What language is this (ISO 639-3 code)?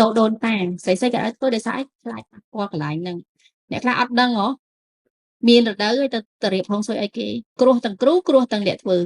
khm